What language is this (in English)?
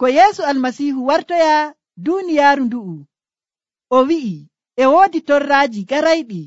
Nigerian Fulfulde